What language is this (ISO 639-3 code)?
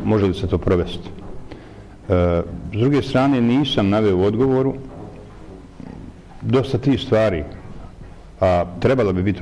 bos